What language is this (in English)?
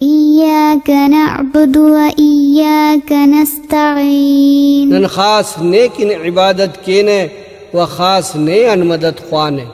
Brahui